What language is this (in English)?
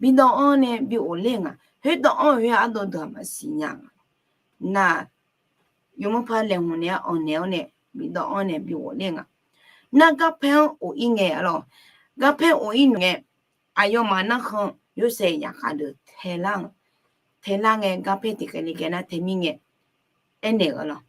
Akha